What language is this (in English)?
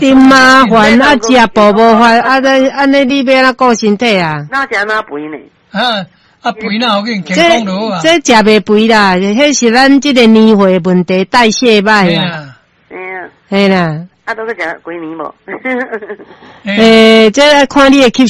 Min Nan Chinese